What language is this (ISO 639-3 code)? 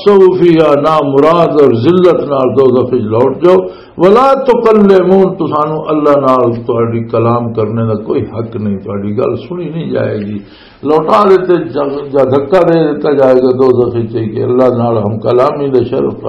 lah